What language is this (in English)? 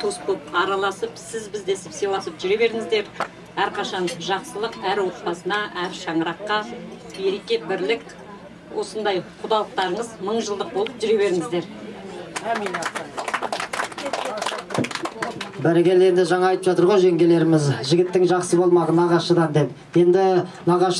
Kazakh